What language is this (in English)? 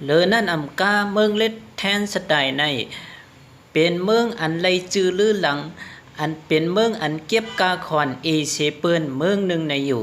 Shan